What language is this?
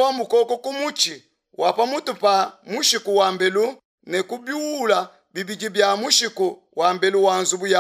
Luba-Lulua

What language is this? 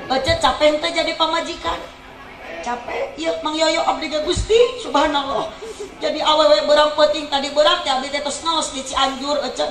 Sundanese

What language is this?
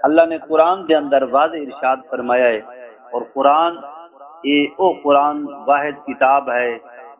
Saraiki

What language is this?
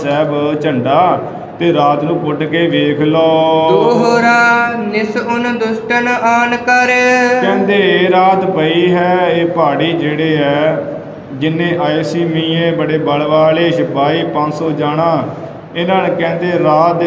Punjabi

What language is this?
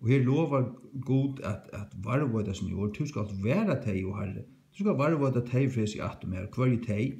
Faroese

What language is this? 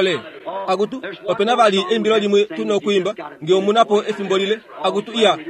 Kuanyama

